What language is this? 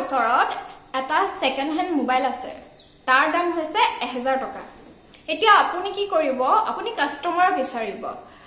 Assamese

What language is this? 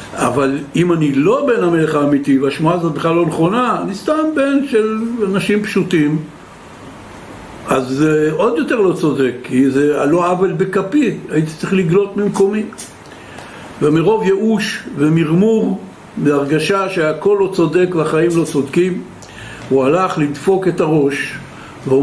Hebrew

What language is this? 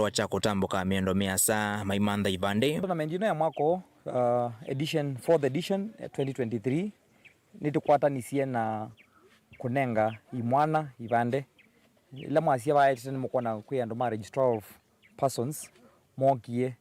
Kamba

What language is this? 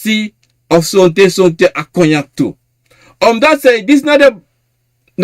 Sranan Tongo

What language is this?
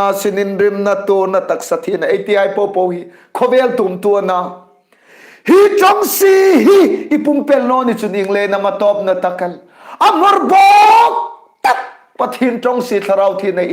Hmar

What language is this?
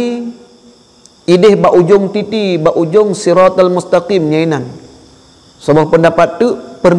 Achinese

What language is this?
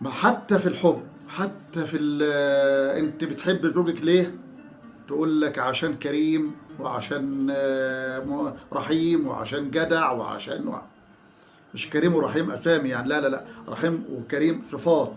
Egyptian Arabic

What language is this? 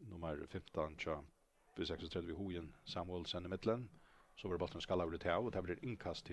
Faroese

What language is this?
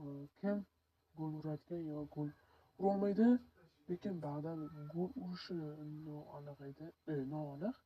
Uzbek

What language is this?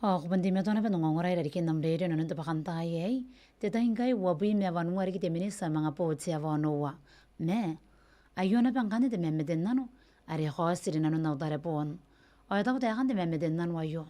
Gilbertese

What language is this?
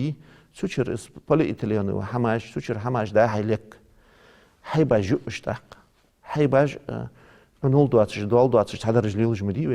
Ingush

